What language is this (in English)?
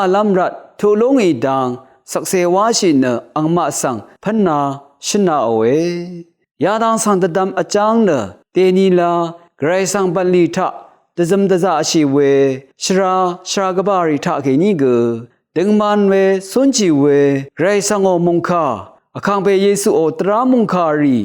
Rawang